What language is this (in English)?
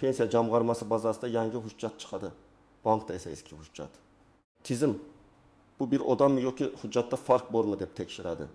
Uzbek